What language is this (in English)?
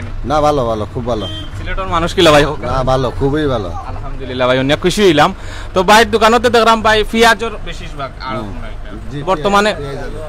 Sylheti